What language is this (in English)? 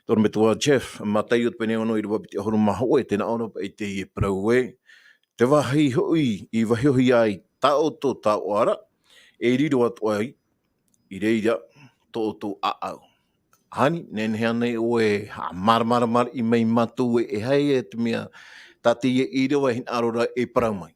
Tahitian